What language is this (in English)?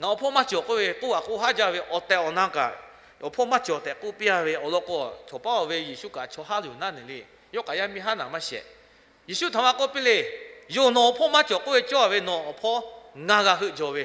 Lahu